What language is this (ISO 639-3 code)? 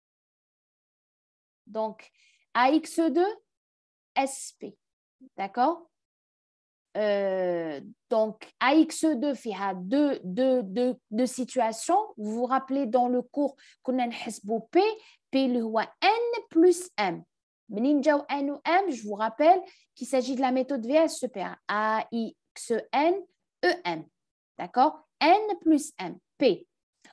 fra